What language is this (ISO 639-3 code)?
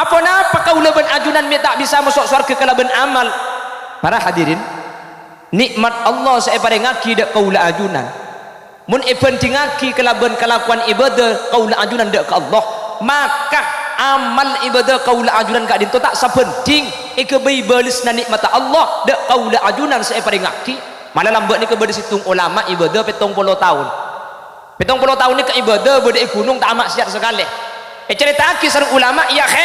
mad